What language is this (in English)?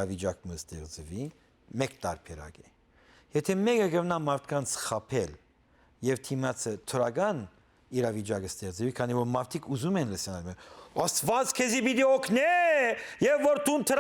Western Armenian